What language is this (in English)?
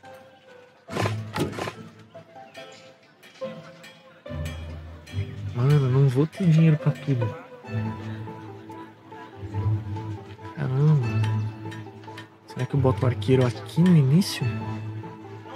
Portuguese